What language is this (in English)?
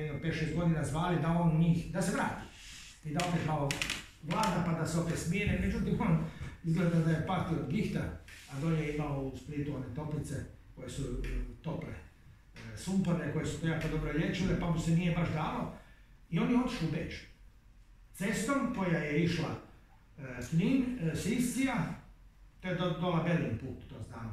Croatian